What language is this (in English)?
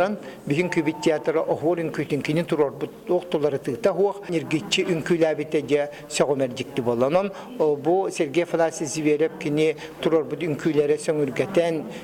Yakut